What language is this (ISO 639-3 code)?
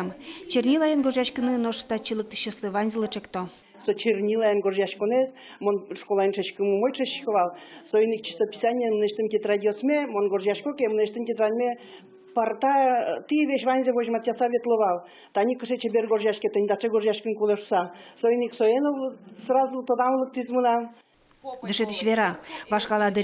udm